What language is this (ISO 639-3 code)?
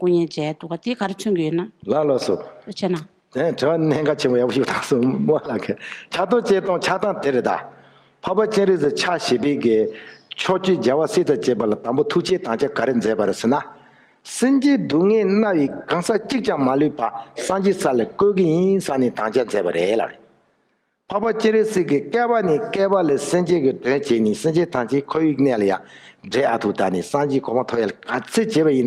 bod